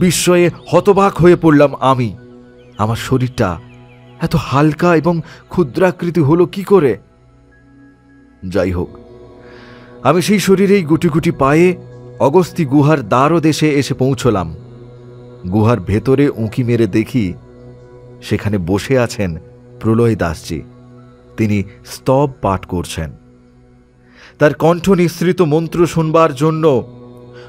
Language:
Bangla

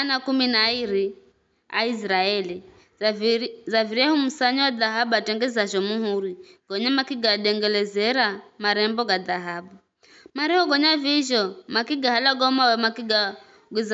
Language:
Giryama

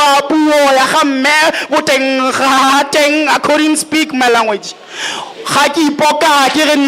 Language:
Tswana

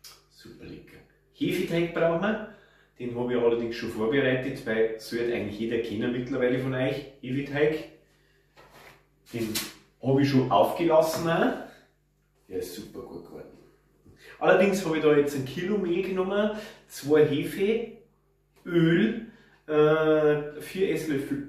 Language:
German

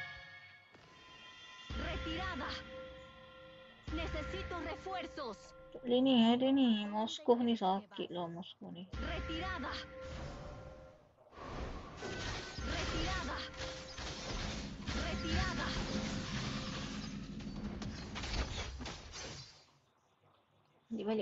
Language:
Malay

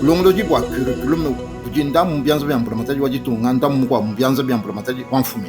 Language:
Luba-Lulua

